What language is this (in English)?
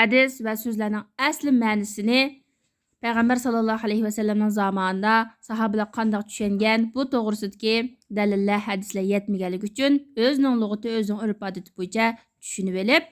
Uyghur